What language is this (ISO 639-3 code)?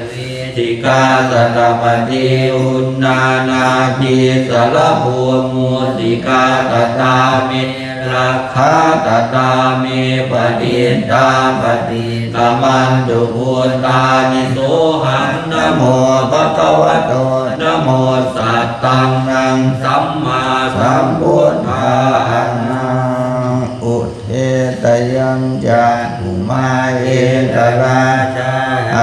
pli